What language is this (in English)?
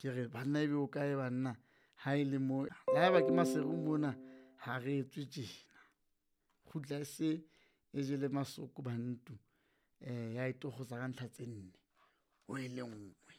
Southern Sotho